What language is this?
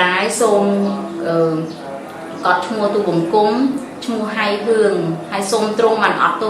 Khmer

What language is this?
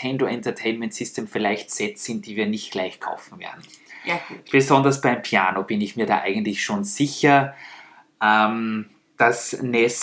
German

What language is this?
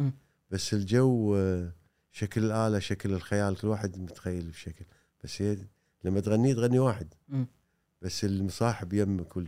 Gulf Arabic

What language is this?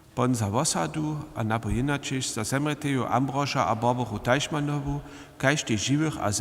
Upper Sorbian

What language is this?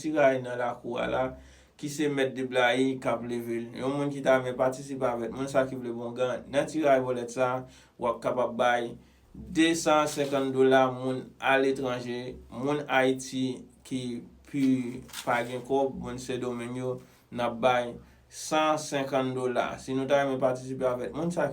Haitian Creole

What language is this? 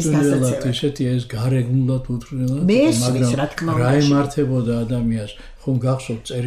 Georgian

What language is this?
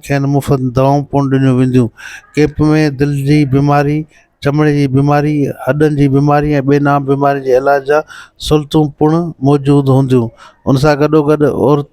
Sindhi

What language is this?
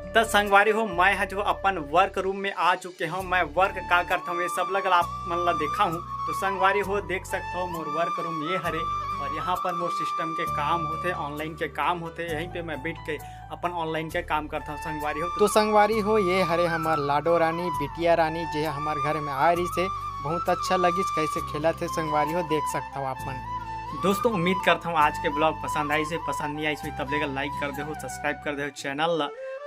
Chhattisgarhi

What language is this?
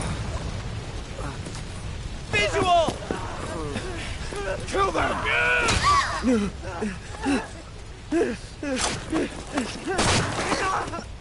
English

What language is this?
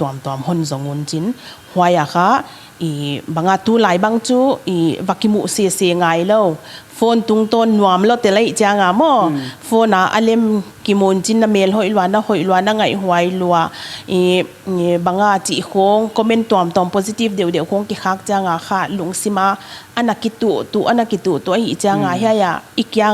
Paite Chin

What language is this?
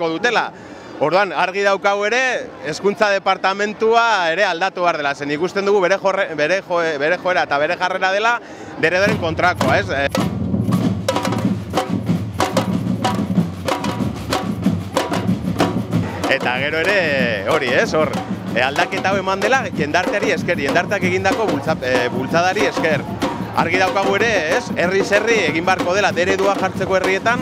Basque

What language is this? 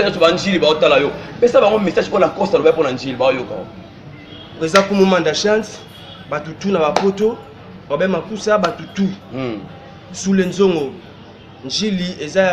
Lingala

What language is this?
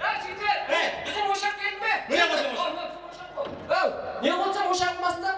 Kara-Kalpak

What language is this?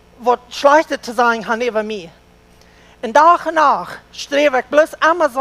Plautdietsch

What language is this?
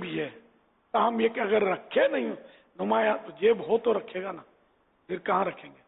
Urdu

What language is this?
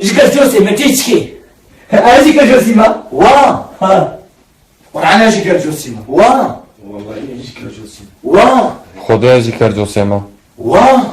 Kurdish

